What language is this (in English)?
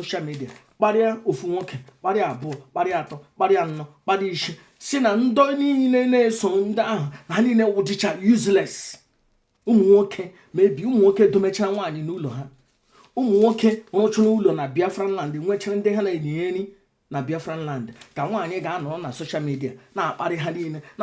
Igbo